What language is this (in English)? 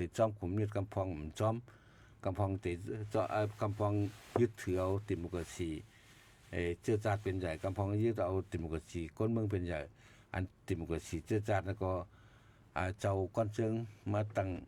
Shan